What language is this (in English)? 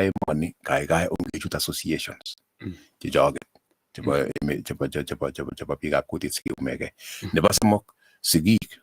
Kalenjin